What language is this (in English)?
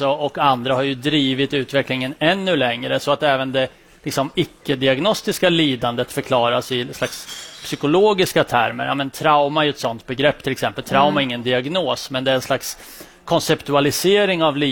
Swedish